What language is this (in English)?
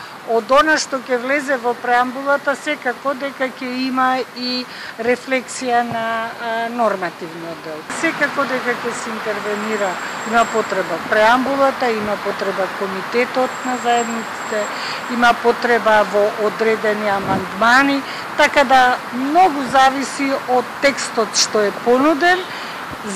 Macedonian